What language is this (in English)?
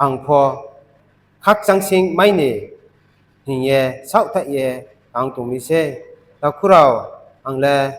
Riang (India)